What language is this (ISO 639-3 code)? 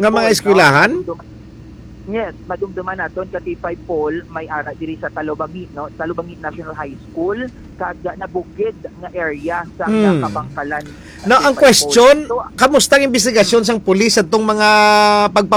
hil